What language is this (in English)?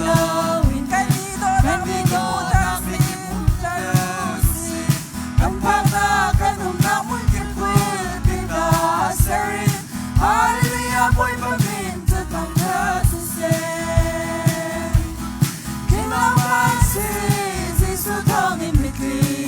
Hakha Chin